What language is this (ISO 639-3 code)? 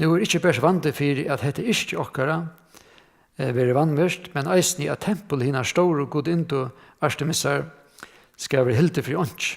fao